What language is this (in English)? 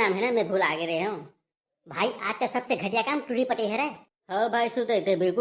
Chhattisgarhi